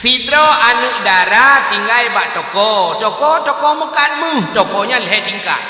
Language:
Achinese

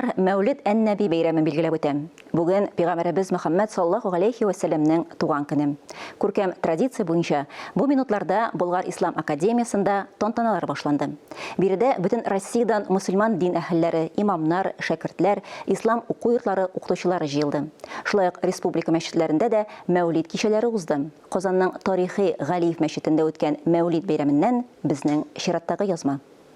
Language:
Tatar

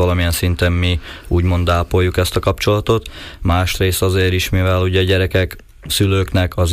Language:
Hungarian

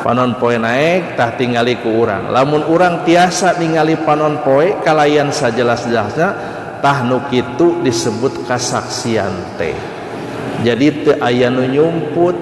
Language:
Sundanese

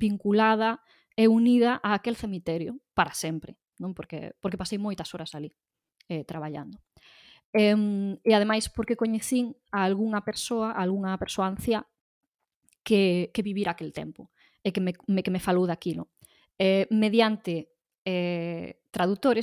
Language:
Galician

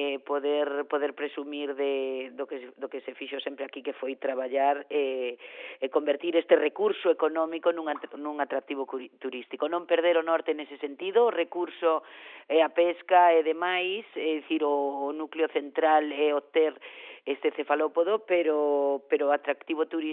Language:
Galician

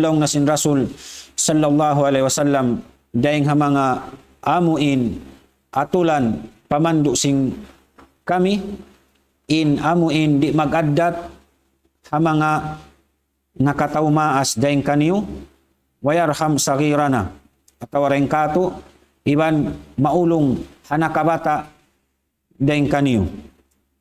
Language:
Tausug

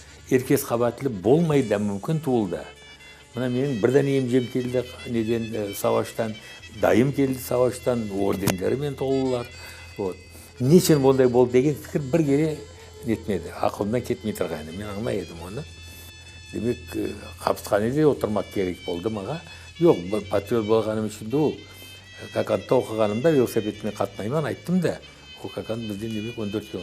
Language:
Crimean Tatar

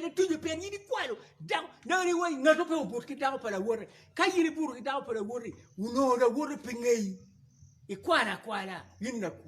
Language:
Acoli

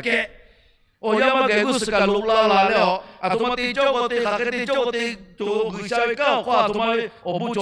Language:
Lahu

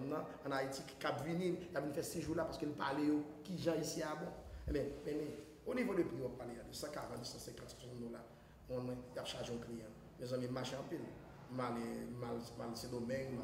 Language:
Haitian Creole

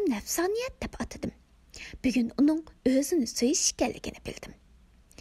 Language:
Uyghur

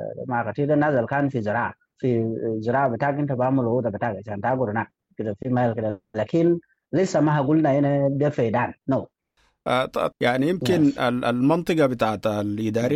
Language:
Sudanese Arabic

